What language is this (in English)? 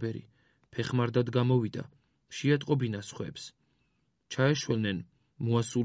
Georgian